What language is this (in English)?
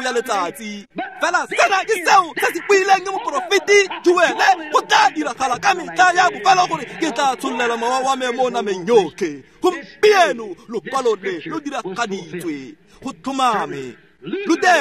Tswana